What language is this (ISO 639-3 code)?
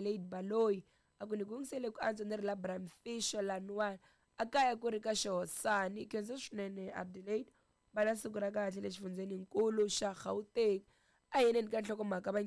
tso